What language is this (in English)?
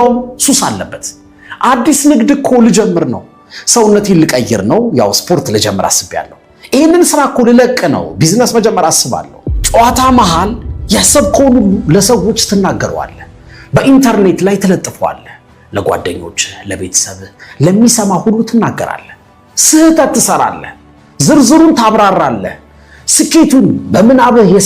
Amharic